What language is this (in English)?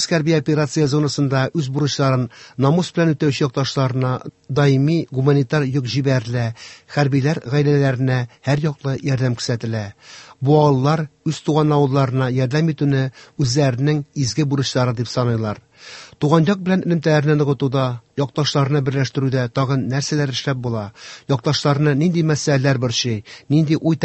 Tatar